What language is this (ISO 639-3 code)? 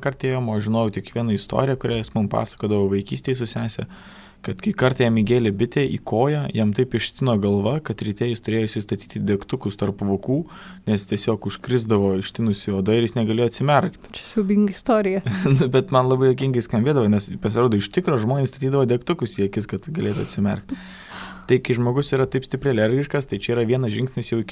lit